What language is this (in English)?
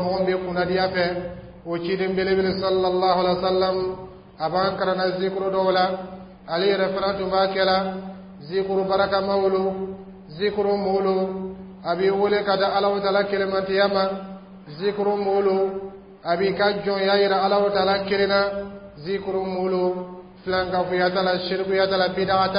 Dyula